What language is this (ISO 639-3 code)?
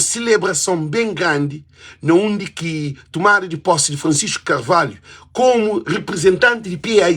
kea